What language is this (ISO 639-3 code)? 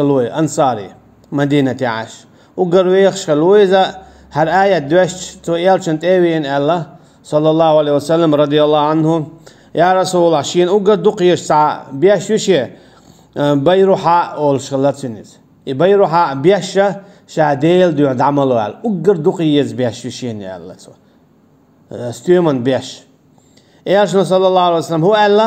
che